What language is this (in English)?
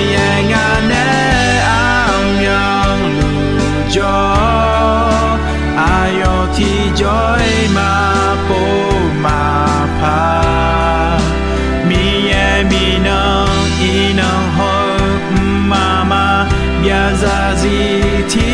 Akha